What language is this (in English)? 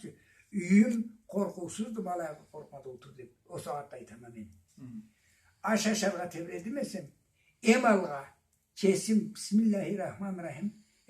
Karachay-Balkar